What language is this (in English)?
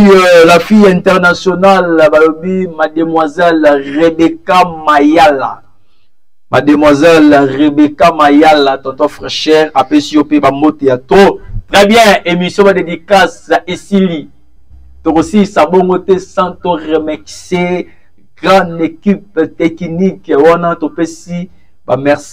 Lingala